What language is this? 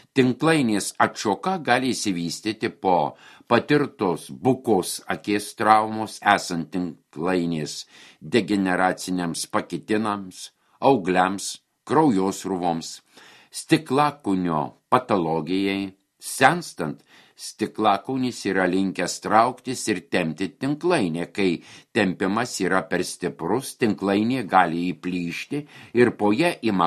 Lithuanian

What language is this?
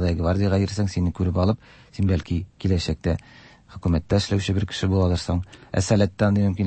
Tatar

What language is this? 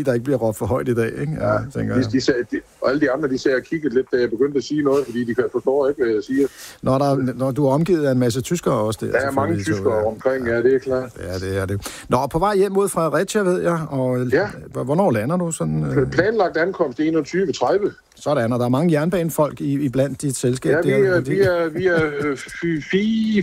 Danish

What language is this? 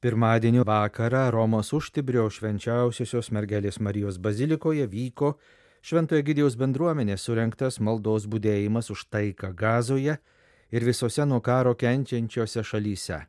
Lithuanian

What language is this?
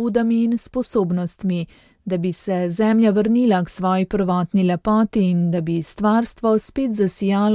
Slovenian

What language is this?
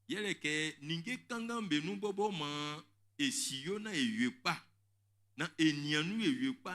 Baoulé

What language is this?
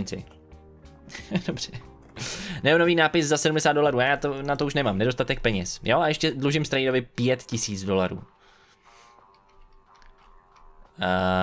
Czech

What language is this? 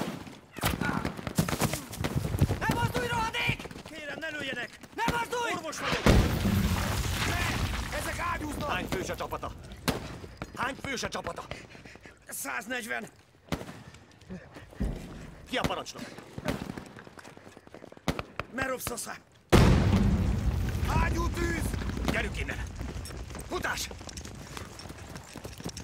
Hungarian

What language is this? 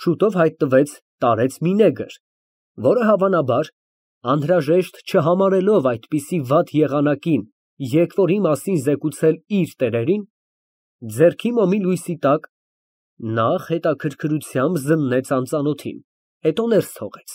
Armenian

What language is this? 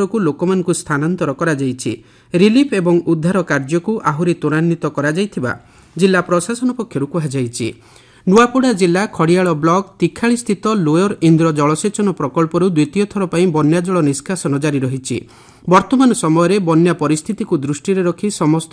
Odia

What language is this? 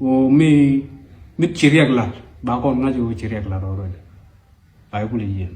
Nuer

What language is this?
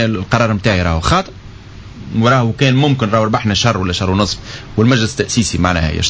Tunisian Arabic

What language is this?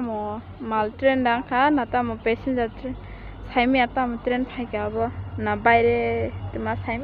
Kok Borok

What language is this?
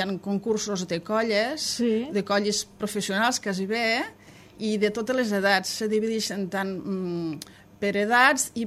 Catalan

